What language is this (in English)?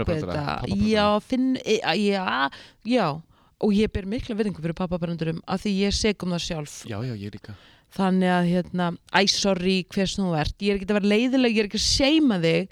Icelandic